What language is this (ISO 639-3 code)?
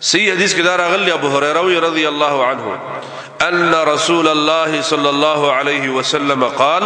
pus